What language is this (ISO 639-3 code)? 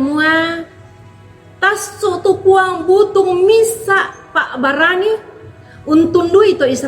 sda